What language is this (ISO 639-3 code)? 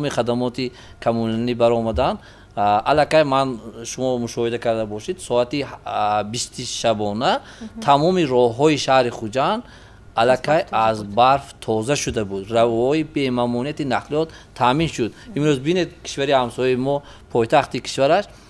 tgk